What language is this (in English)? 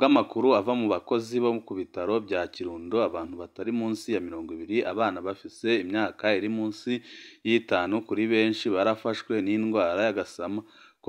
Rundi